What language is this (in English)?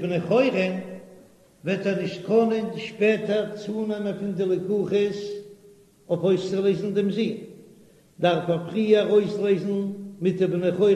Yiddish